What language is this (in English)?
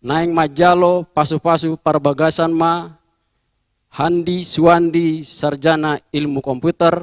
Batak Toba